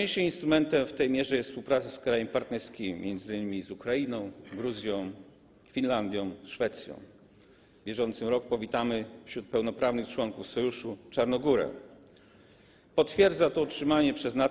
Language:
Polish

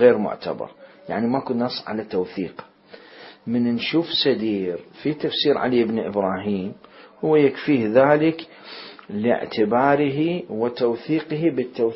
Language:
Mesopotamian Arabic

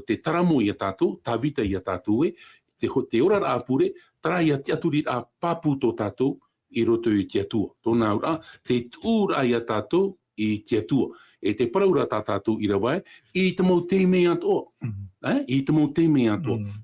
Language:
Tahitian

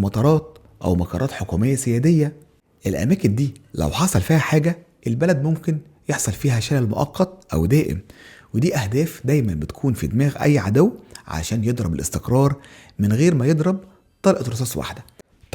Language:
Egyptian Arabic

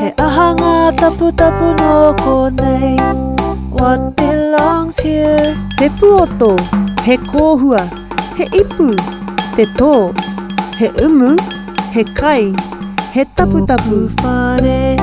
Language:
Māori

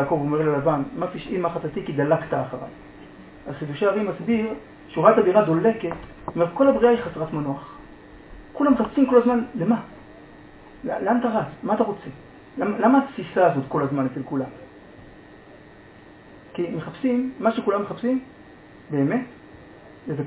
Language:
Hebrew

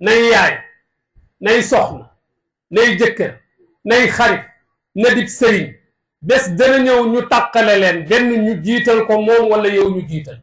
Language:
Wolof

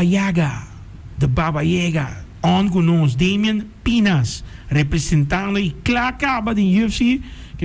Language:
Papiamento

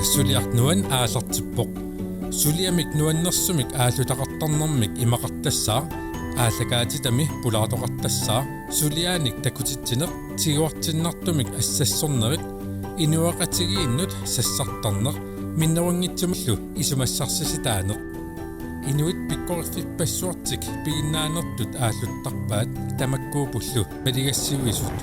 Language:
Kalaallisut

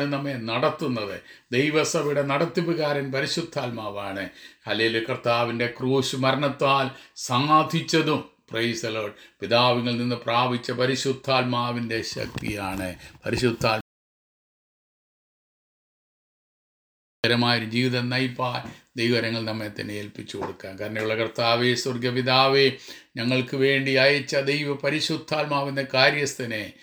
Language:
Malayalam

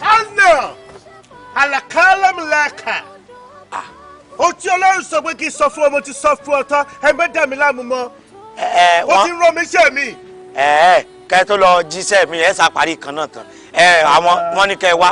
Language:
Yoruba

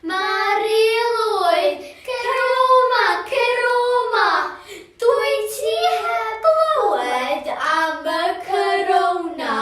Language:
Welsh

